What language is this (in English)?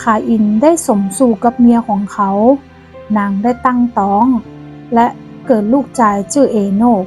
Northern Thai